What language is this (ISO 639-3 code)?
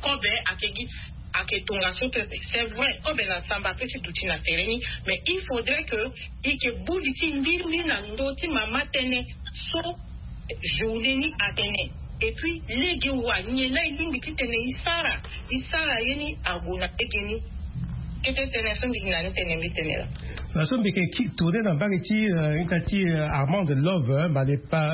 sag